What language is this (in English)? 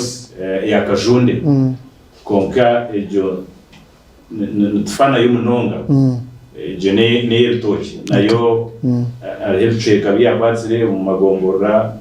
Nyankole